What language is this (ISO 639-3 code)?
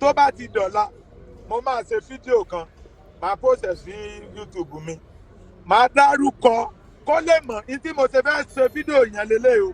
yor